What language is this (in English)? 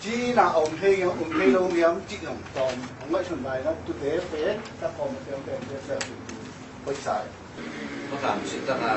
Tedim Chin